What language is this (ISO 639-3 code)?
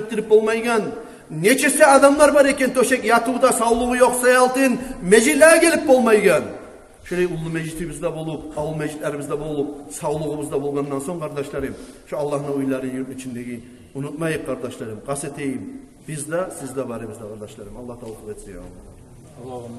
kum